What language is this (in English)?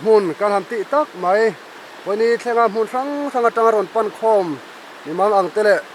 Mizo